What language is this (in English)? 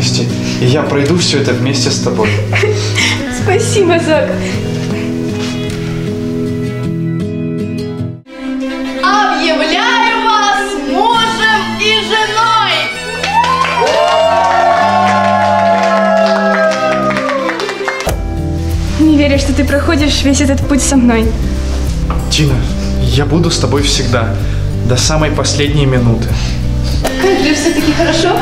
Russian